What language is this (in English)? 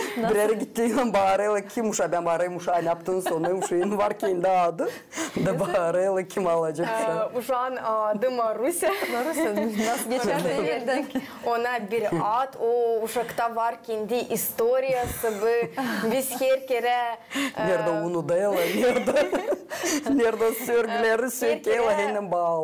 Gagauz